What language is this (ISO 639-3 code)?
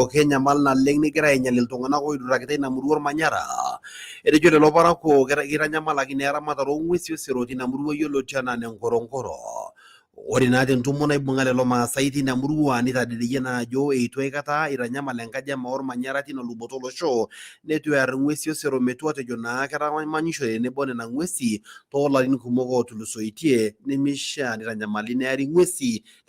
mas